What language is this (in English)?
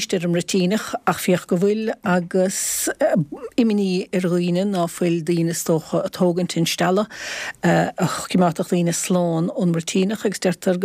Irish